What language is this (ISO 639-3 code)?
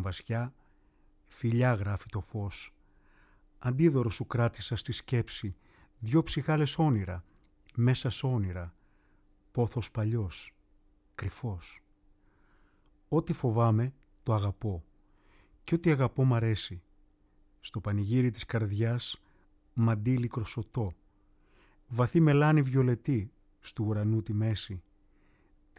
ell